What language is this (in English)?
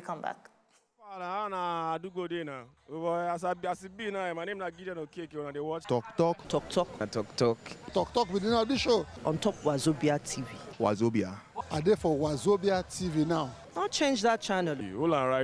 Nigerian Pidgin